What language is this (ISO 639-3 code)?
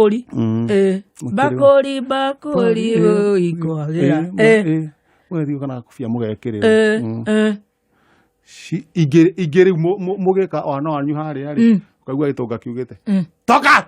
kik